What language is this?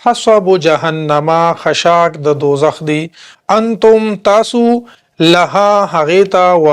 Pashto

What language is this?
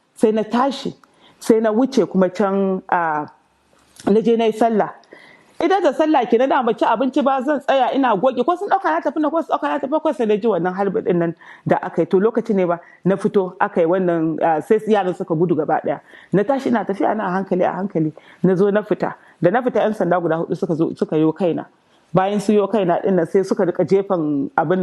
Hausa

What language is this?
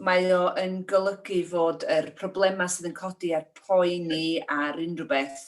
Welsh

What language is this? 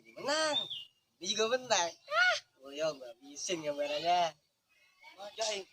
Betawi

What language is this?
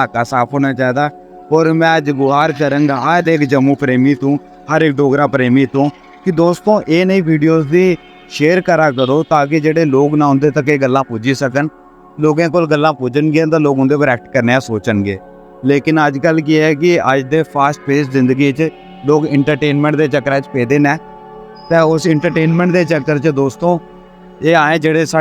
Dogri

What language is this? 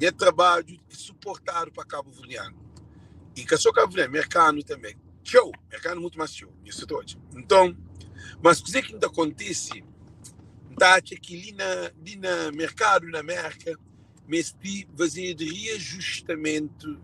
Kabuverdianu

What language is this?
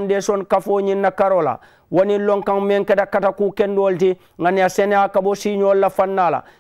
Mandingo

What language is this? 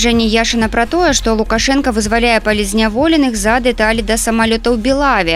Belarusian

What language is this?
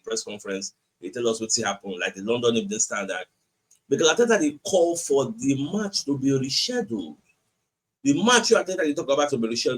Nigerian Pidgin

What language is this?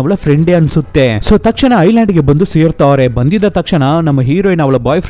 Kannada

